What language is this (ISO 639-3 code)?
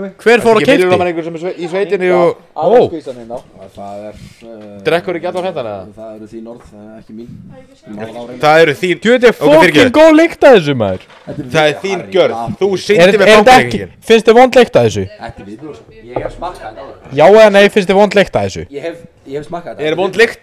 isl